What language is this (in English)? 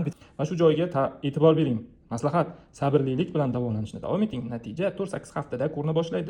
Uzbek